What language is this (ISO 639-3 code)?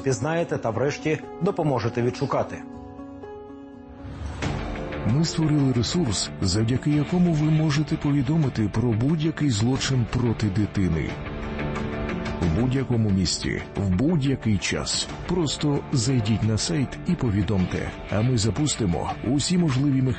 ukr